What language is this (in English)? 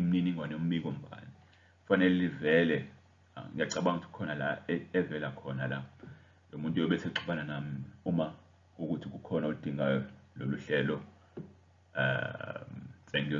Zulu